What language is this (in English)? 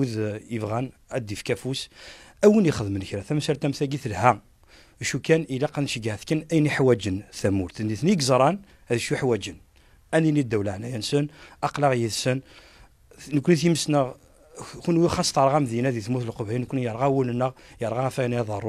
Kabyle